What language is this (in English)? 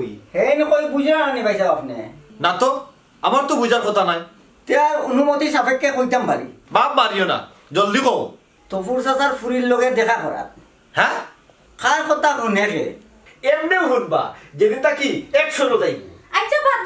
Sylheti